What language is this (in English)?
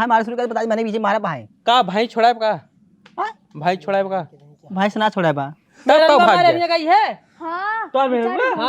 Awadhi